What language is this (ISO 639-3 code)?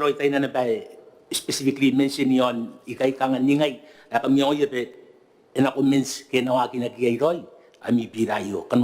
gil